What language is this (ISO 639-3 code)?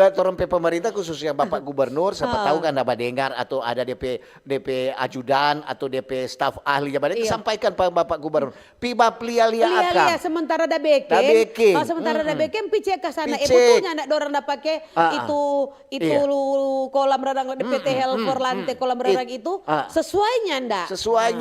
xmm